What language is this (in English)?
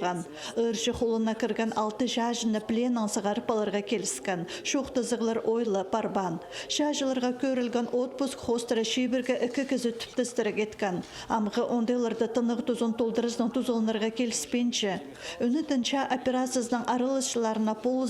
Khakas